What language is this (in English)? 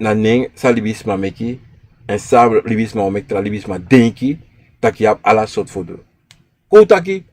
Sranan Tongo